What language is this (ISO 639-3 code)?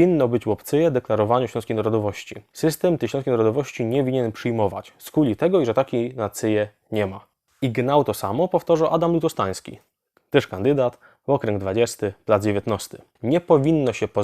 szl